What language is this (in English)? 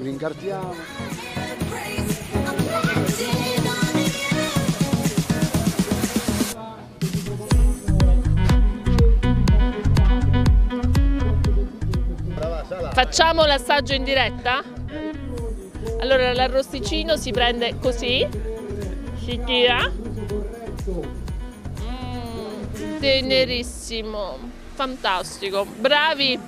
Italian